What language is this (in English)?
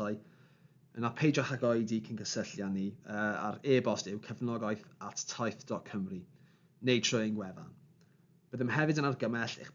Welsh